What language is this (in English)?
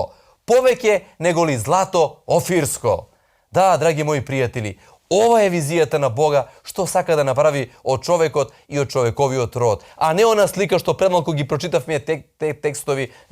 Macedonian